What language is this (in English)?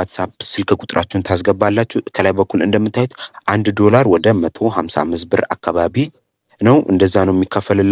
Amharic